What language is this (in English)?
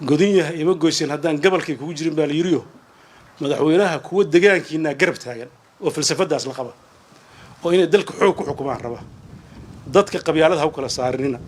Somali